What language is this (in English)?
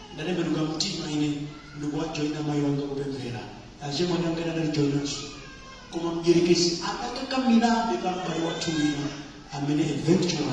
Nyanja